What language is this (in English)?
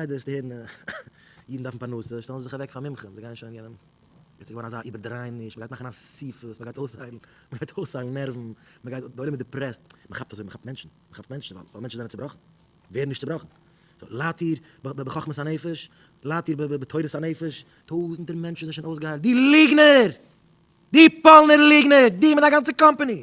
Yiddish